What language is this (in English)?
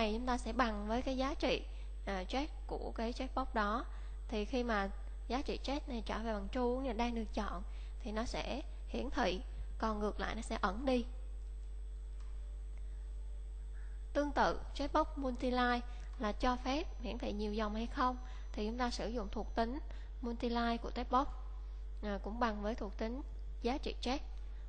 Vietnamese